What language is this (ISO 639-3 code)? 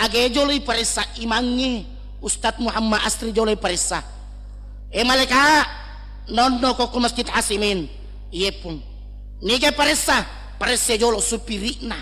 bug